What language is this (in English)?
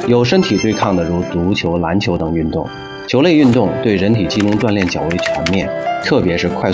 Chinese